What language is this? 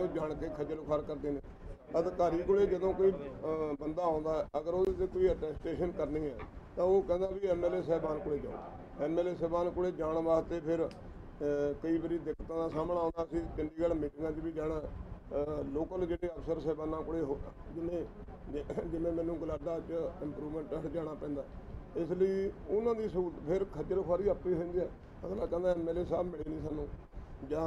Punjabi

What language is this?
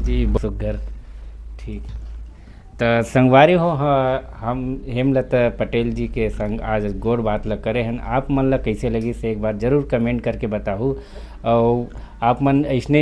Chhattisgarhi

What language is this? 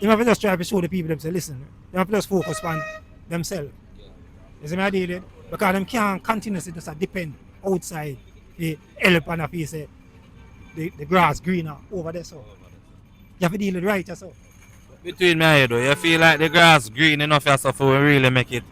Jamaican Creole English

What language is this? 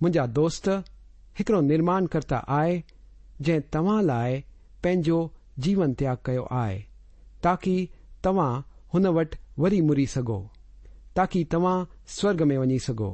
Sindhi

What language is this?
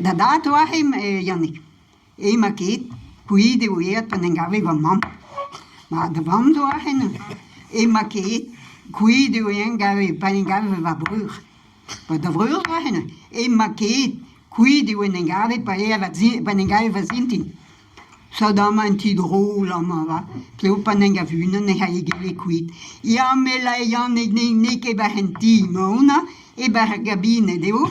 Breton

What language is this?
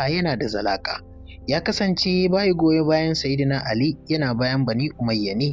Hausa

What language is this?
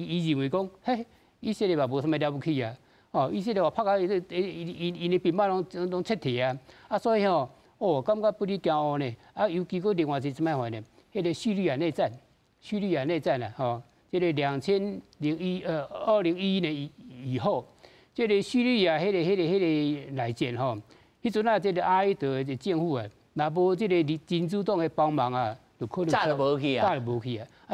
Min Nan Chinese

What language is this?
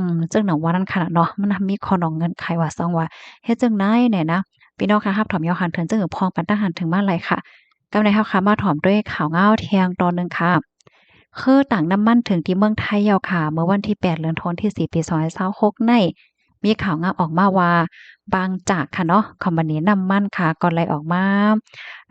Shan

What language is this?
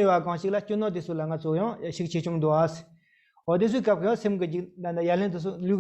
Tibetan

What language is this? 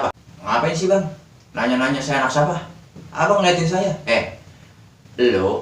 Betawi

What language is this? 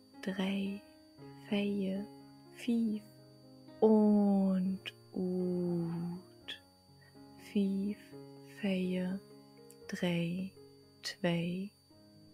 Low German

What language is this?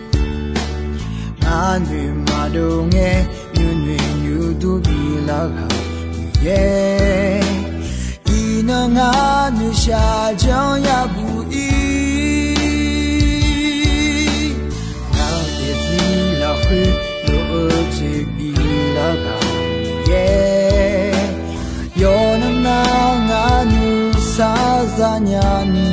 Akha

